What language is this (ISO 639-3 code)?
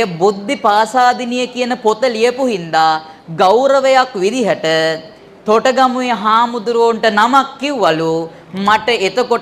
sin